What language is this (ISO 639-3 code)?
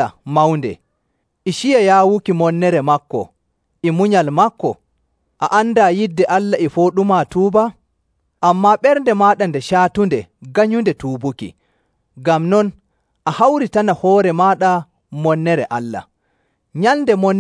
fuv